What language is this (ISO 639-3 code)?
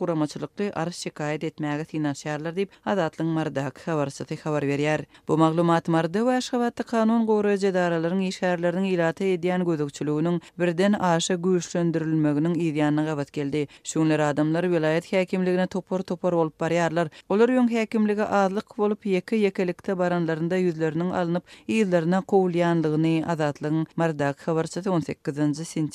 tuk